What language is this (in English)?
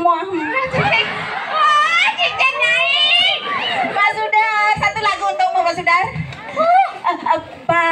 Balinese